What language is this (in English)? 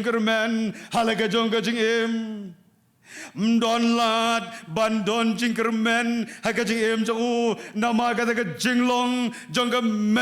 Khasi